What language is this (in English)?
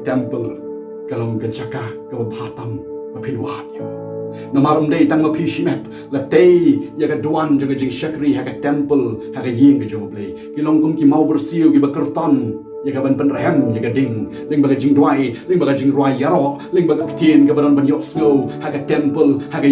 Khasi